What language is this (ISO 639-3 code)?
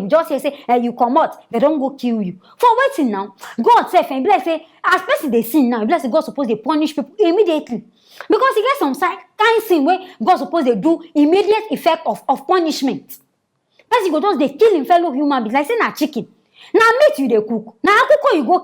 pcm